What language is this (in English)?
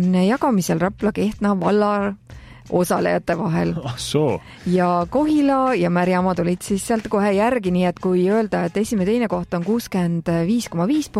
Estonian